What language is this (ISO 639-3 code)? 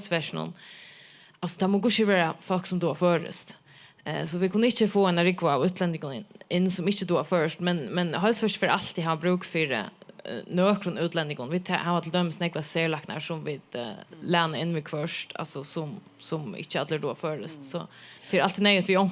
fao